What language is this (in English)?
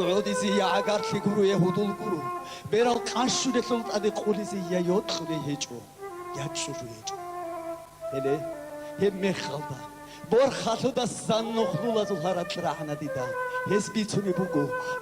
Avaric